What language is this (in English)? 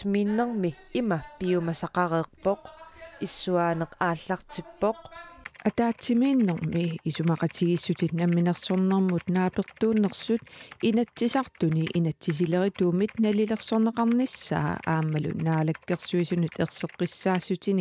Kalaallisut